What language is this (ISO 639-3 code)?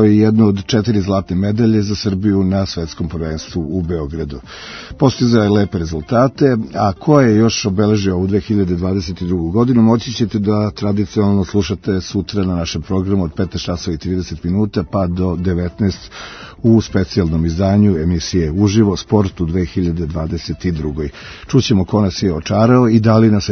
srp